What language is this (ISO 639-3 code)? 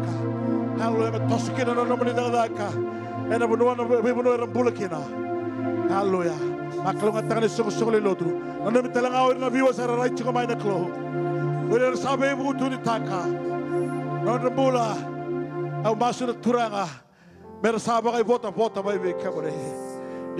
fij